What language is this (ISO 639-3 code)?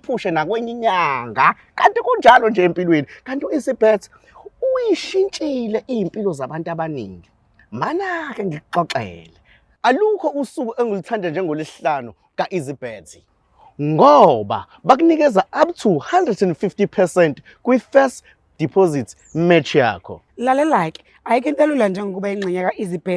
zul